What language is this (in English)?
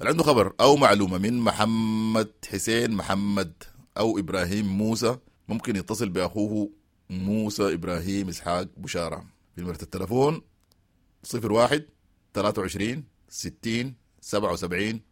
Sudanese Arabic